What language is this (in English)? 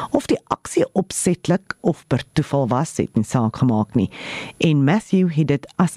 Afrikaans